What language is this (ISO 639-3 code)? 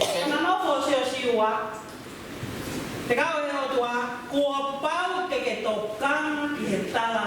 ton